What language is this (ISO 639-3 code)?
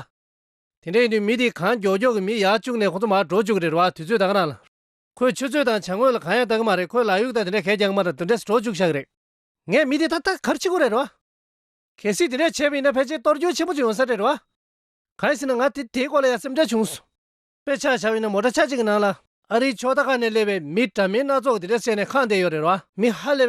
bod